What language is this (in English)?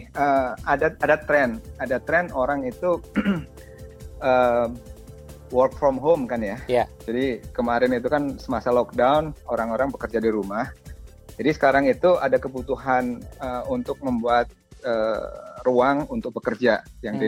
Indonesian